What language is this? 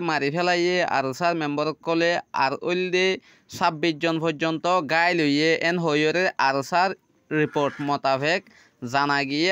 Rohingya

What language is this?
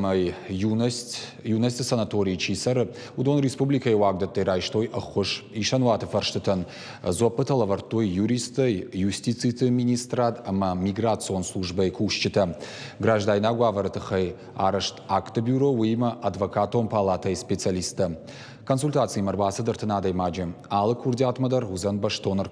Ossetic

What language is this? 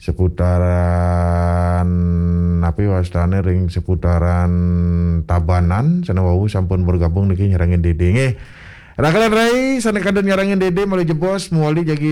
Balinese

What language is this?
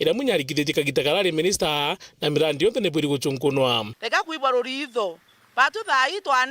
Meru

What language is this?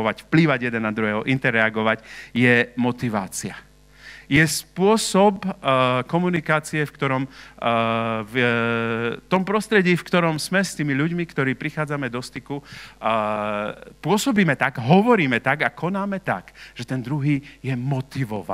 Slovak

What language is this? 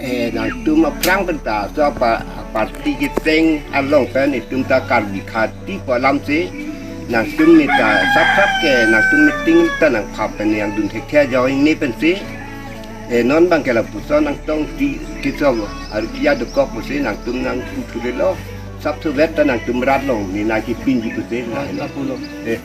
Karbi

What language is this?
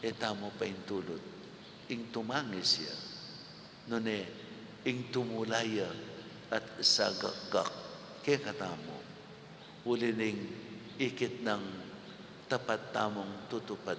Pampanga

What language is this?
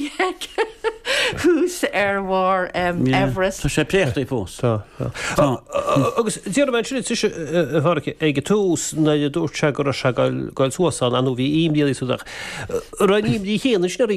Irish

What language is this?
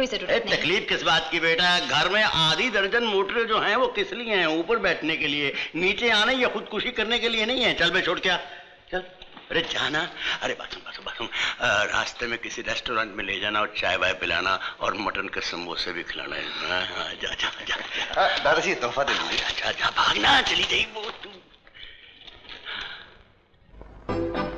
Hindi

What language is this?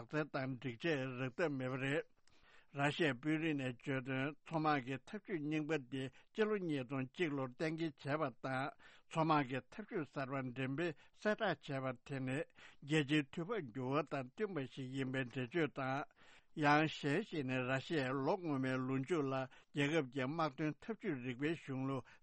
Tibetan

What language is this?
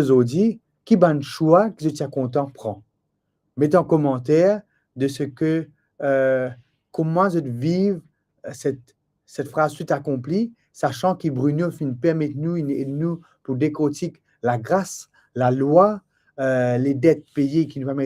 Morisyen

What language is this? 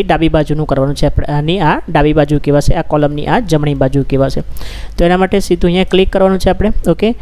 Gujarati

